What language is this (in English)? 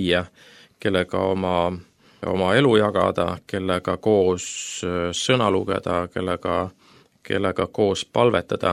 Estonian